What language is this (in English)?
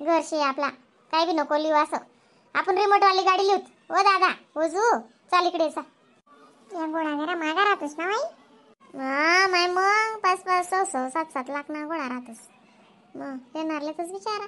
Khandesi